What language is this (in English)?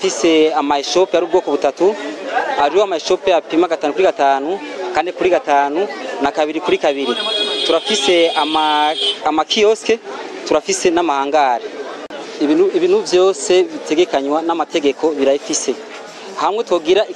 Rundi